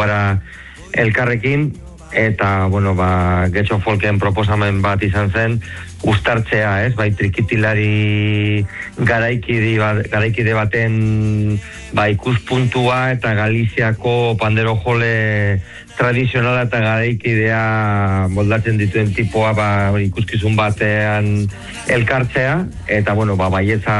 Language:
Basque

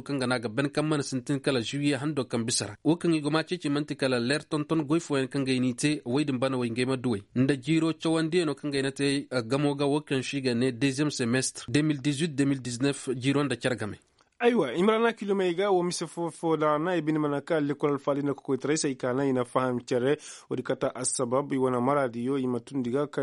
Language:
Koyraboro Senni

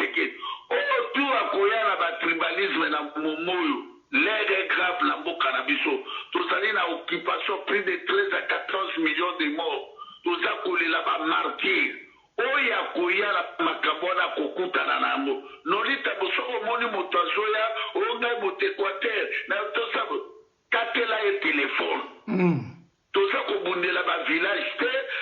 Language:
Lingala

